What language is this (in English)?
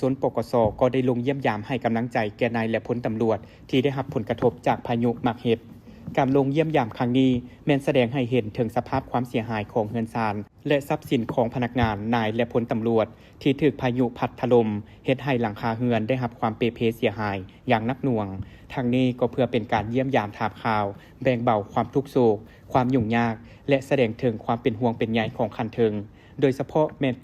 Lao